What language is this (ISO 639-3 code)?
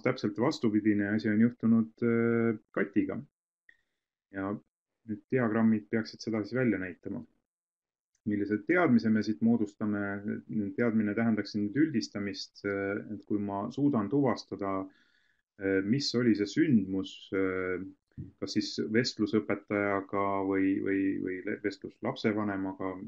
est